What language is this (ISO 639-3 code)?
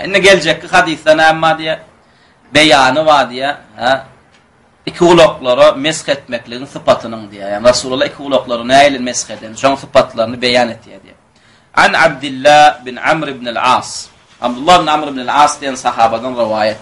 tuk